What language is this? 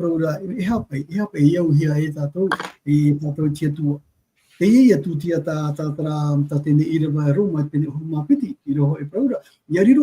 Tahitian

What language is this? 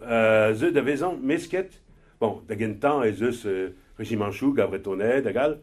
Breton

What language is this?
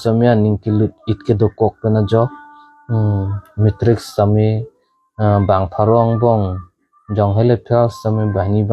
Karbi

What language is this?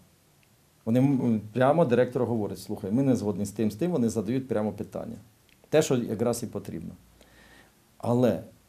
Ukrainian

